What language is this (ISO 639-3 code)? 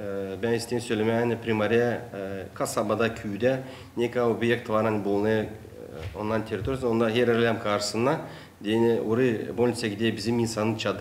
gag